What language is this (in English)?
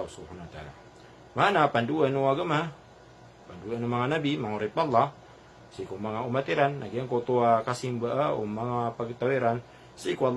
Maranao